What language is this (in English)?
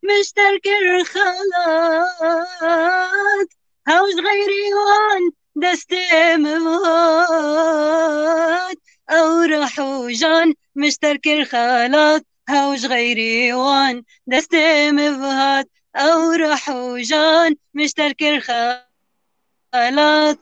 Kurdish